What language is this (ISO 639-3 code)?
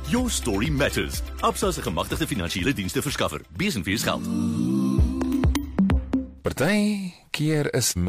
afr